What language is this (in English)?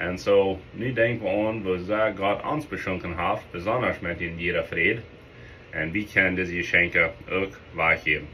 Plautdietsch